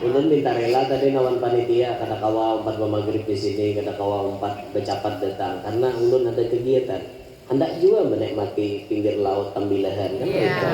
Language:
Banjar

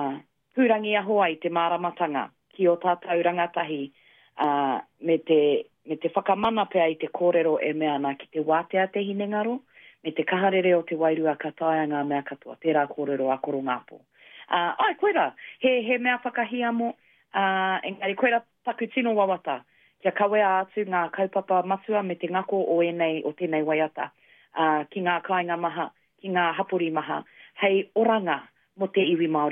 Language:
Māori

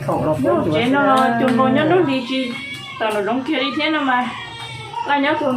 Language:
Hmong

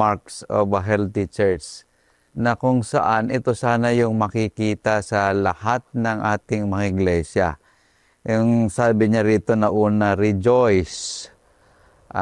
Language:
Filipino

